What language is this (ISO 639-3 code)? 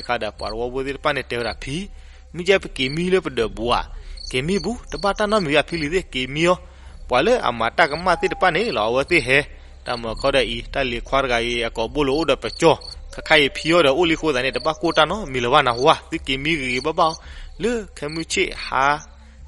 ksw